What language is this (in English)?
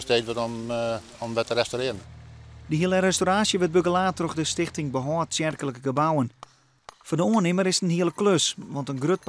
Western Frisian